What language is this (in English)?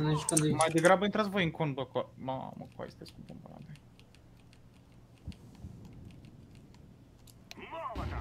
Romanian